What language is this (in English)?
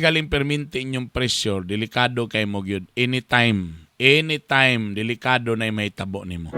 Cebuano